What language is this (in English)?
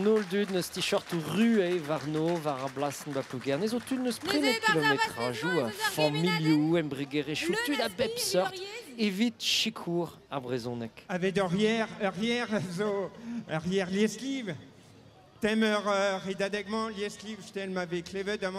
Breton